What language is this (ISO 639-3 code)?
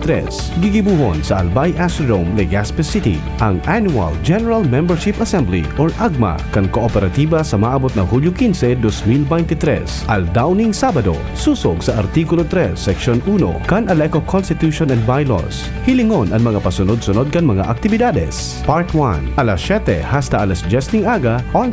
bik